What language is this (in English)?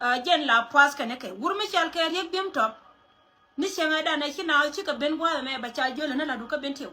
Nuer